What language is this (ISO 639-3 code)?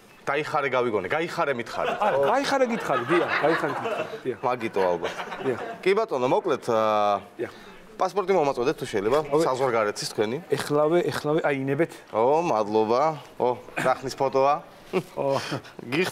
kat